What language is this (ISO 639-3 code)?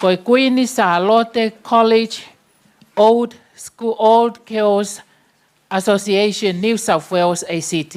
ton